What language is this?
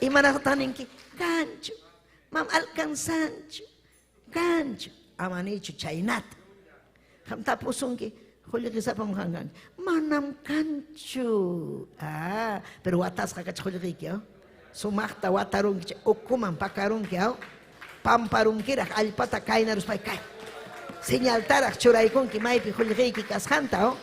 Ayacucho Quechua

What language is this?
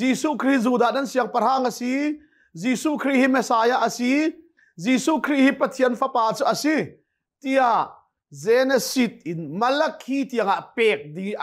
Hakha Chin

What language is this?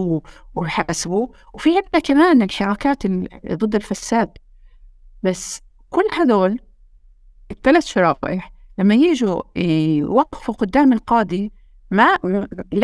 North Levantine Arabic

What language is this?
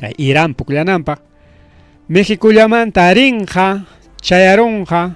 Ayacucho Quechua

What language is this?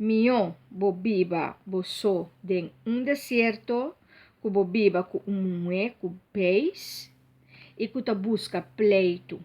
Papiamento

